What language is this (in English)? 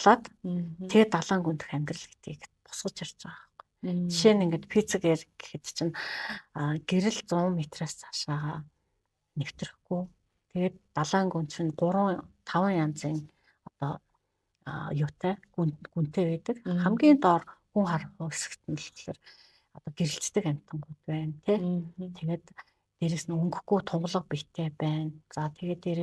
Mongolian